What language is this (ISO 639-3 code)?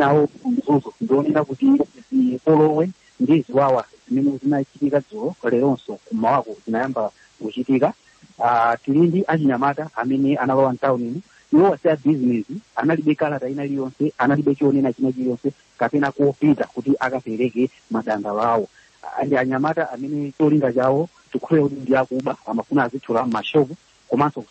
nya